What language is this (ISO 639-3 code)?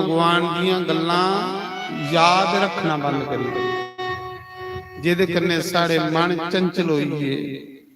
doi